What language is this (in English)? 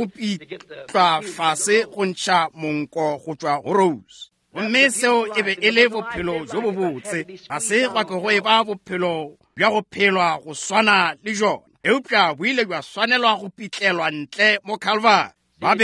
Northern Sotho